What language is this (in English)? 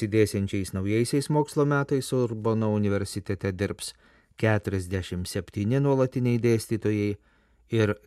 Lithuanian